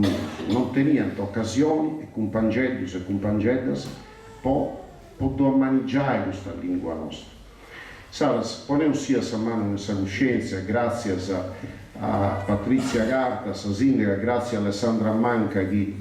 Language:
Sardinian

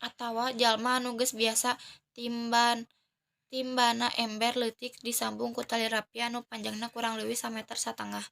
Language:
Sundanese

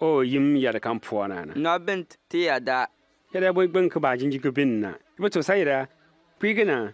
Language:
Bimoba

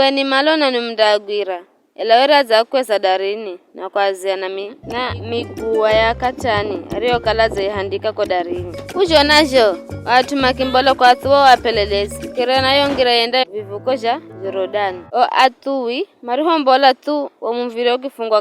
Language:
Giryama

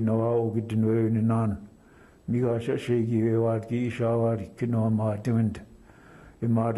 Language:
Chippewa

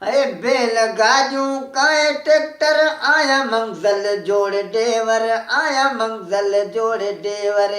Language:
Sindhi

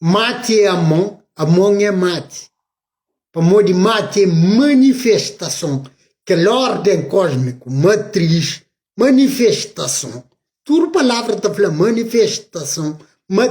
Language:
Kabuverdianu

